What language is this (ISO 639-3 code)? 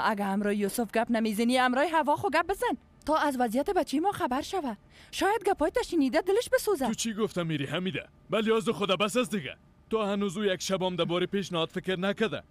fas